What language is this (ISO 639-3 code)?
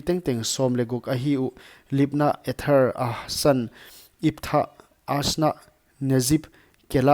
pck